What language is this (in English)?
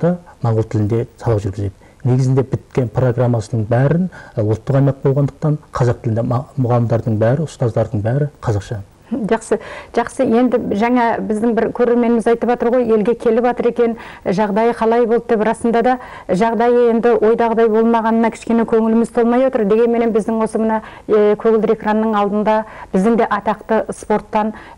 Kazakh